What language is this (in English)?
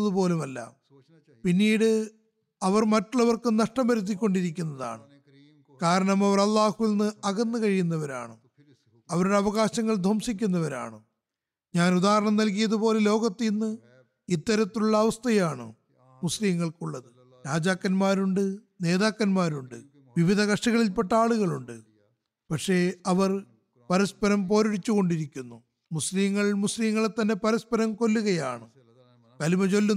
Malayalam